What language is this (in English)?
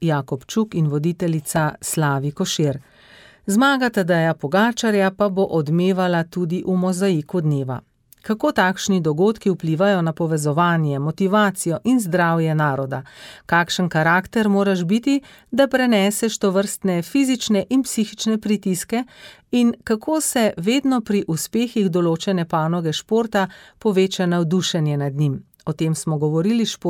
Slovenian